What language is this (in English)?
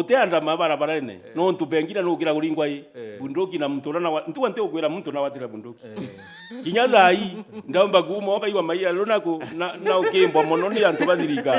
Meru